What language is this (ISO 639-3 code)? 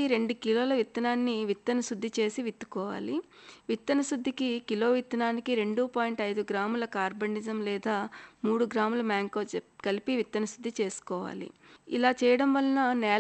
tel